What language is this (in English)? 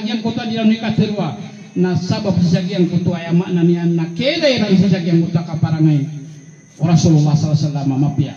Maranao